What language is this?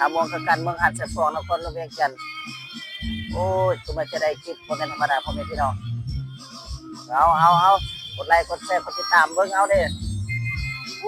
Lao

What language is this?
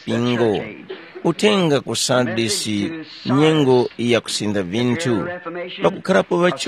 Tumbuka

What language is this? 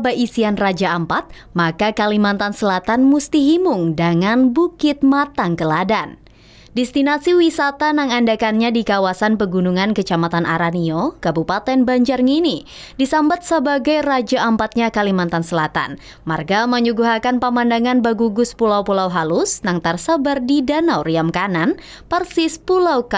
Banjar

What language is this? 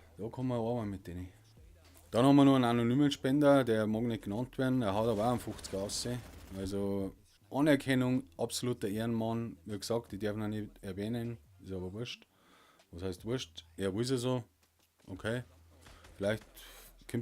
Bavarian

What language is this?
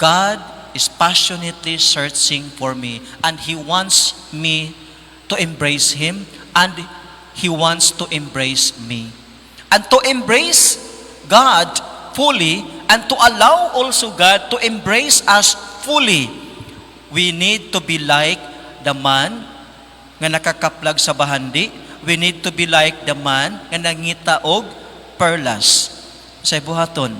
Cebuano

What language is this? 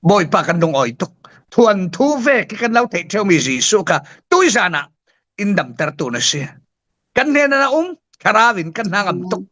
Falam Chin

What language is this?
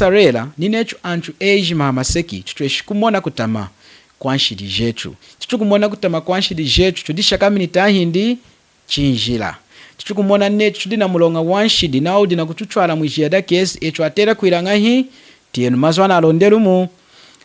Lunda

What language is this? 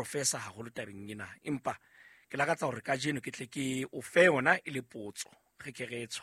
Southern Sotho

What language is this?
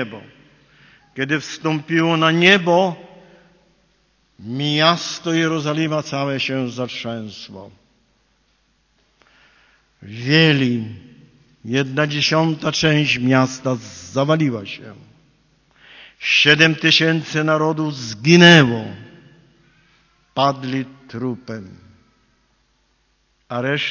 Polish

